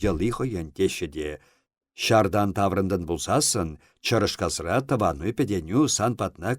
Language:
Chuvash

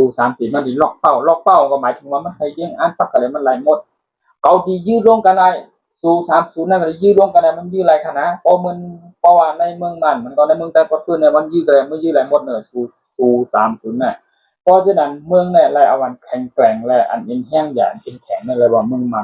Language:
Shan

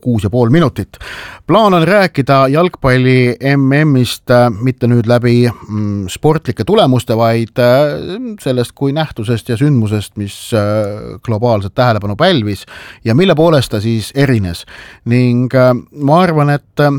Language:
Estonian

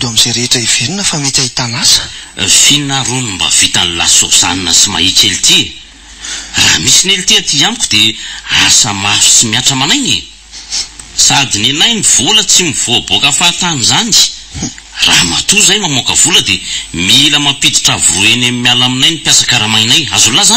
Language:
Malagasy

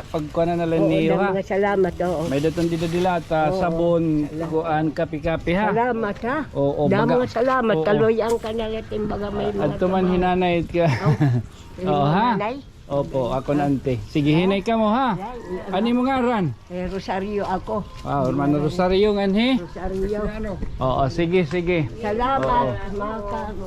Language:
Waray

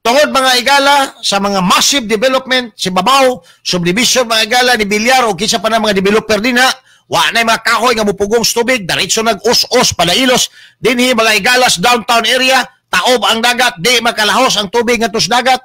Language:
Cebuano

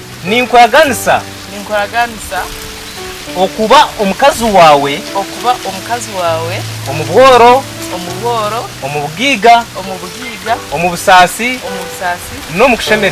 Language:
Nyankole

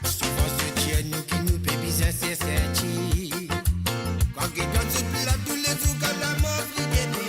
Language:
Morisyen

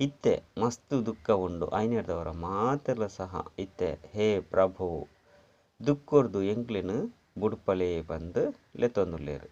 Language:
Tulu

